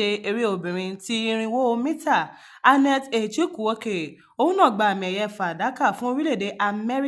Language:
Yoruba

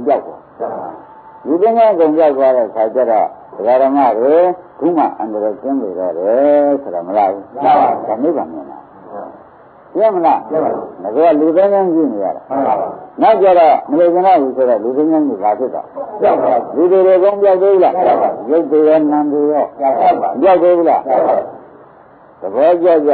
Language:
Burmese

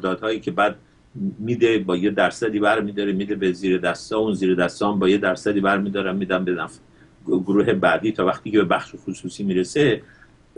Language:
Persian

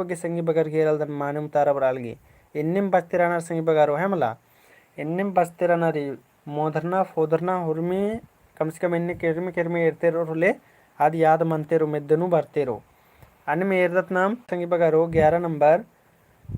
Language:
Kurukh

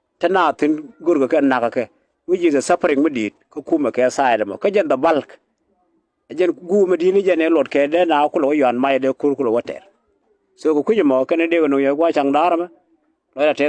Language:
Nuer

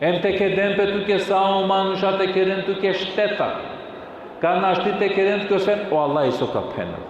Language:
Balkan Romani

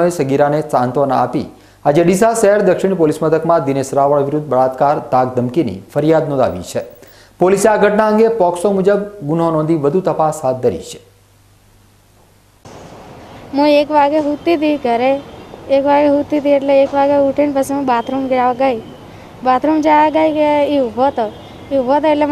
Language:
Gujarati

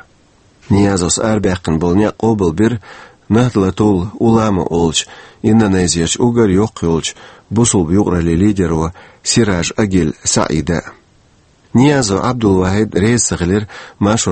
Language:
Chechen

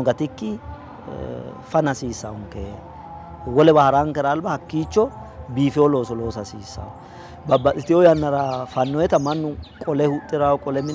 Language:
Sidamo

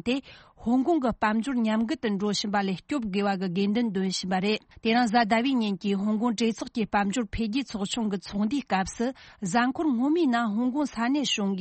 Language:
Tibetan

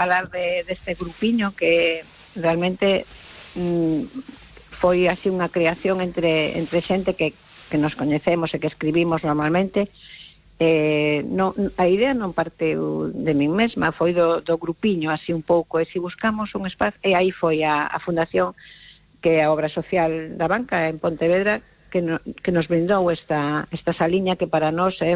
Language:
Galician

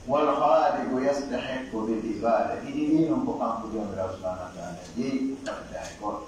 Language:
Pular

